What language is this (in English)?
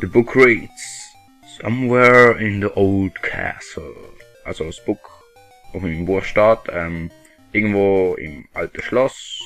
Swiss German